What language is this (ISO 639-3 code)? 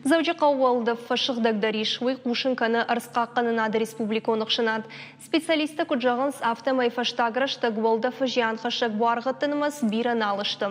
oss